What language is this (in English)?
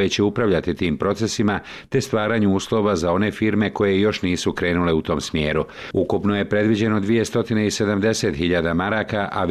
Bosnian